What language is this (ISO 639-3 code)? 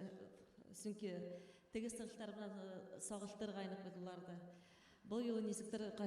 bak